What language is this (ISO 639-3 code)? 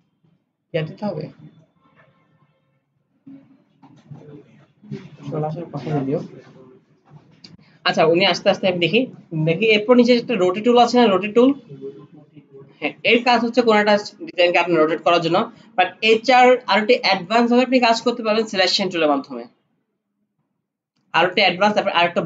ben